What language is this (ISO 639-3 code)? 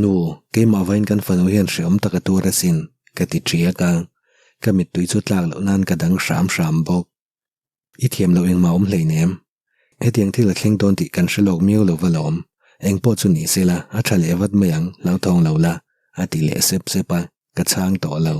lus